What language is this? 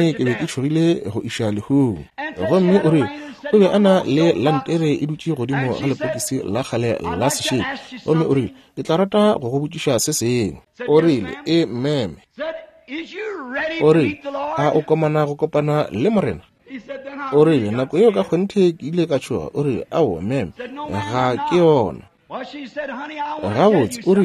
Northern Sotho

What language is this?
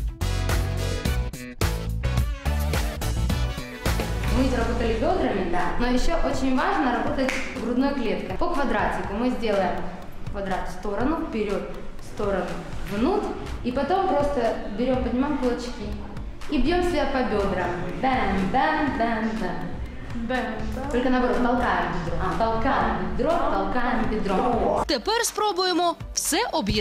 Russian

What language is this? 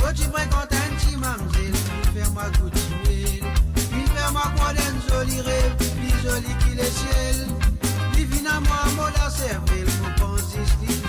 Morisyen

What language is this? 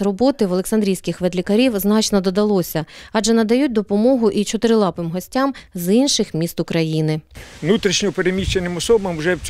Ukrainian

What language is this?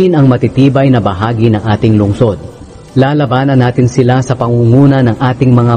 Filipino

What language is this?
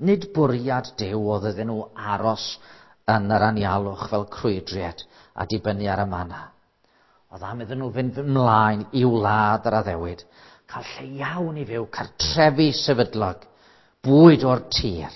Welsh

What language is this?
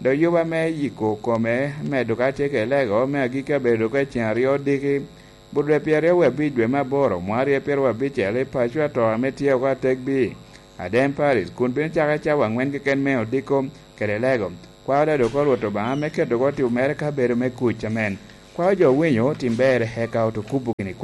Lango (Uganda)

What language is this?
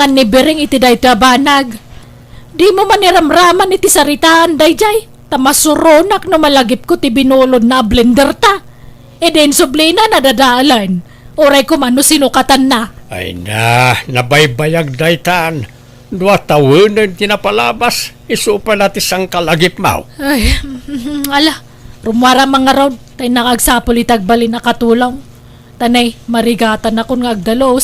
Iloko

